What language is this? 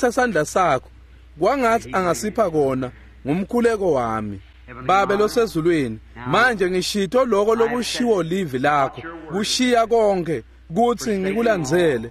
Swati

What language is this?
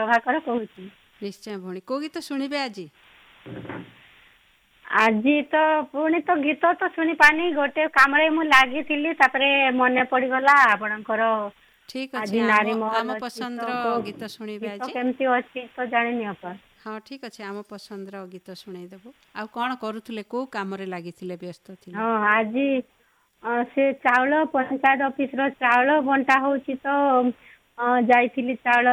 Odia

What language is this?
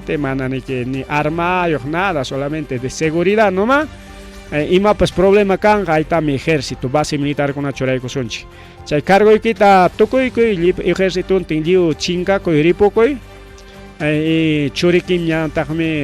Ayacucho Quechua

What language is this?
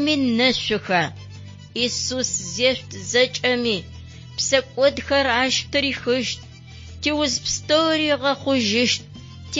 Adyghe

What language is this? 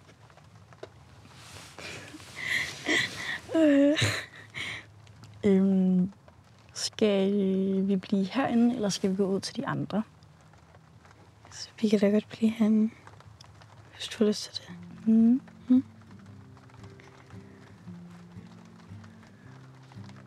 Danish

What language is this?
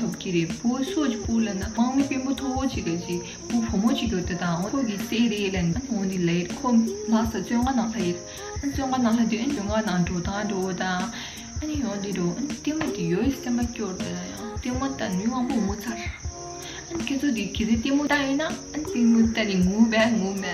Tibetan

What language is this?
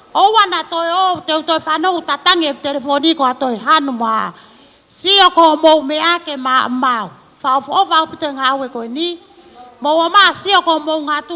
Tongan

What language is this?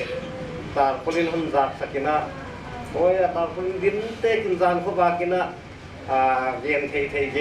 Paite Chin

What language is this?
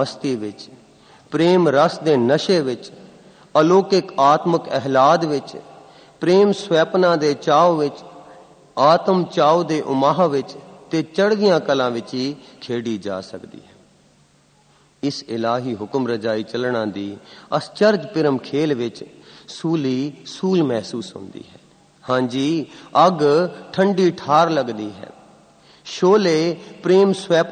Punjabi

